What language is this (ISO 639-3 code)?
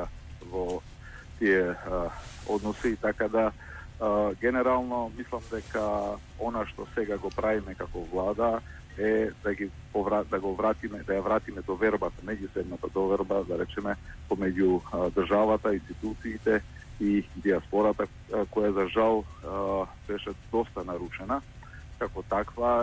mkd